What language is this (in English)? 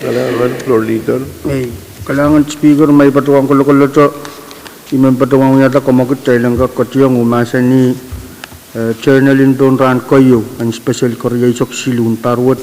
Pohnpeian